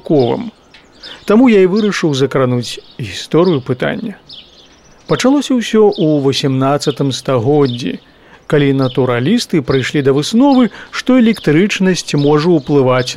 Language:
Belarusian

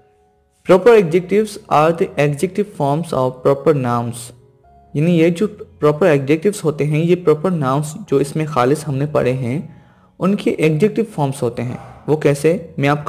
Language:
Hindi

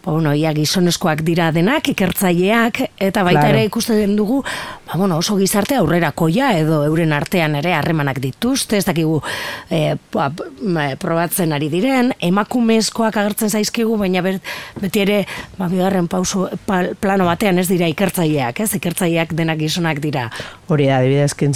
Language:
Basque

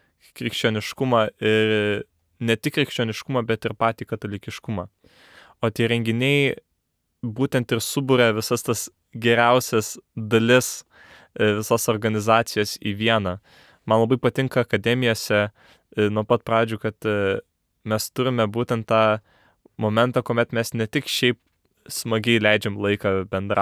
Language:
Lithuanian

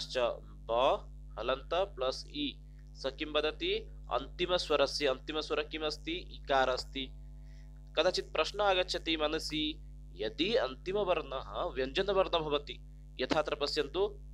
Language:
Sanskrit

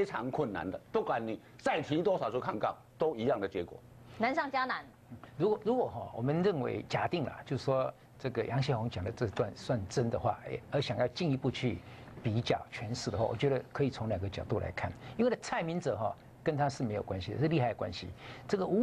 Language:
Chinese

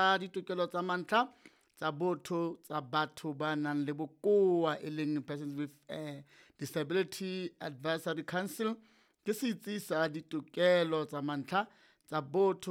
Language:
Southern Sotho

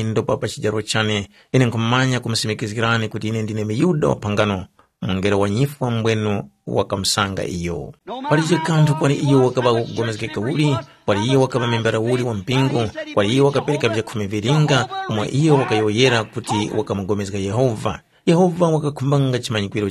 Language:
Tumbuka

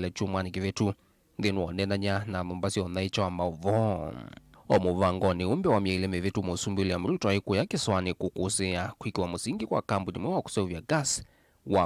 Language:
Kamba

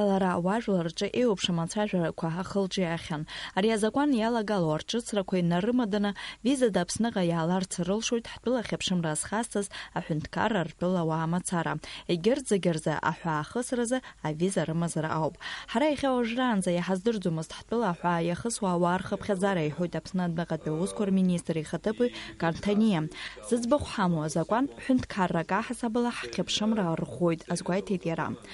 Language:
Abkhazian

